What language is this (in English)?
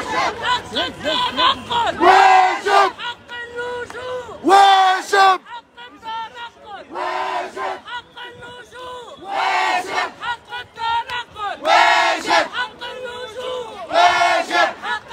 Tunisian Arabic